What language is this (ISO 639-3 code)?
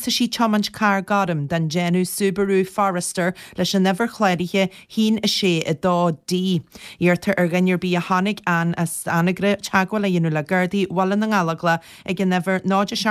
gle